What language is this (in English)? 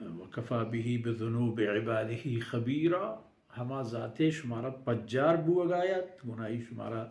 Baluchi